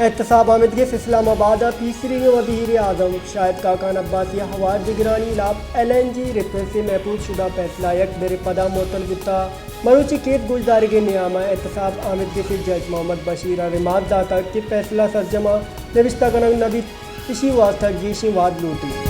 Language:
Baluchi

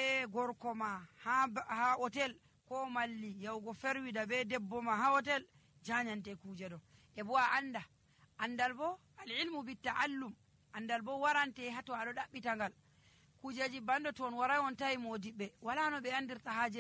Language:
Nigerian Fulfulde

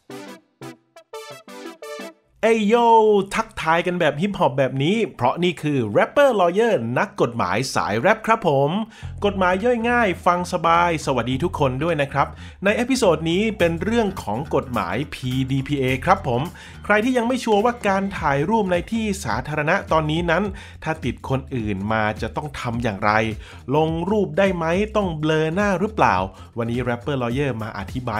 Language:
Thai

